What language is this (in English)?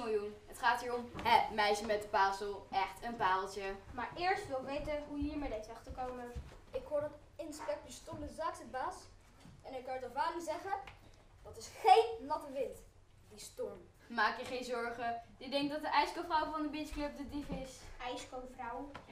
Dutch